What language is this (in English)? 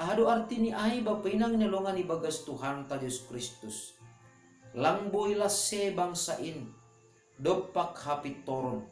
Batak Simalungun